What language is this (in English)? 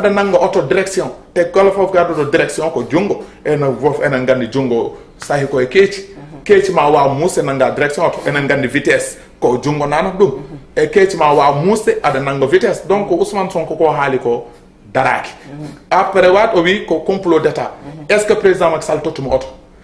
Fula